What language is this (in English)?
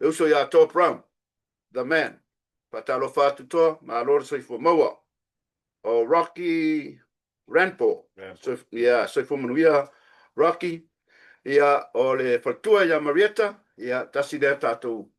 Samoan